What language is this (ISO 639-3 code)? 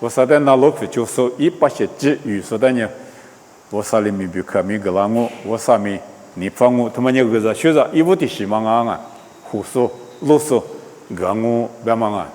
lis